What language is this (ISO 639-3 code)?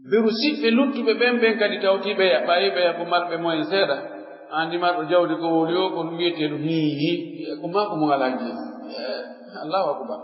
fuf